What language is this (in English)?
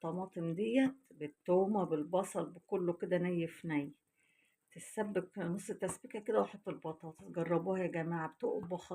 Egyptian Arabic